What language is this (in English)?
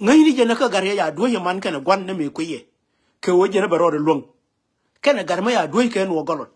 Nuer